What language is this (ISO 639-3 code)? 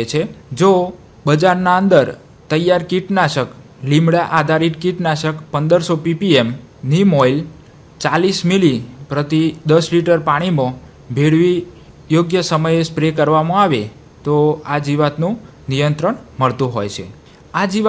guj